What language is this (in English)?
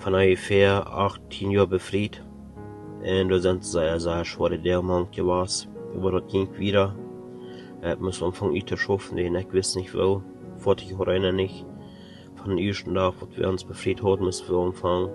Plautdietsch